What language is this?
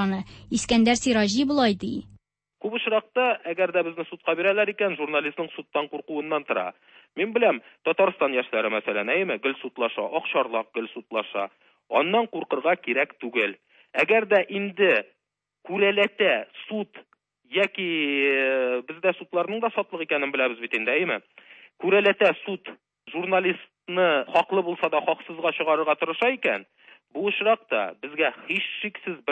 Tatar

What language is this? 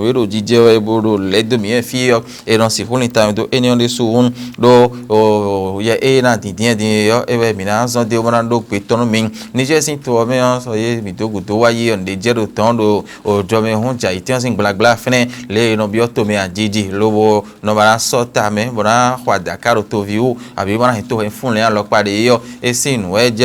Fon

